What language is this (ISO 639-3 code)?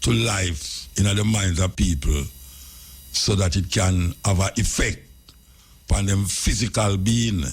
jam